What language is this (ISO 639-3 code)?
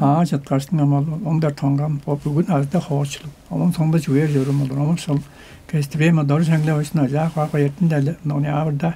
tyv